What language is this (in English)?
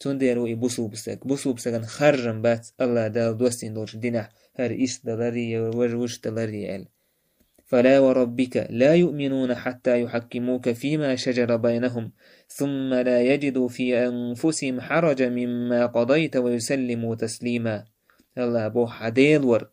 Chechen